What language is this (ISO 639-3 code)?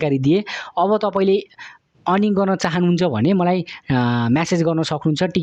nep